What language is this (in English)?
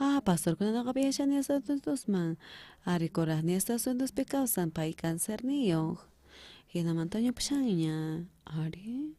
South Bolivian Quechua